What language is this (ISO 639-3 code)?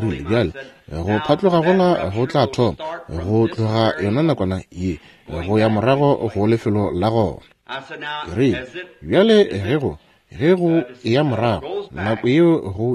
nso